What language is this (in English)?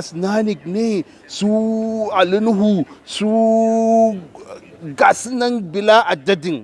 Hausa